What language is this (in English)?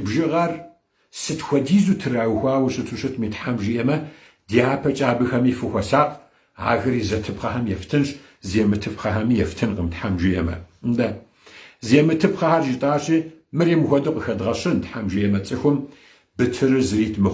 Kabardian